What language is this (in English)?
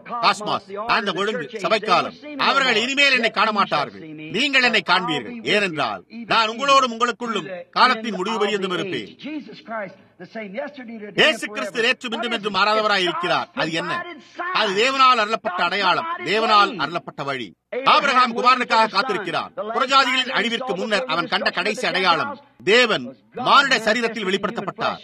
Tamil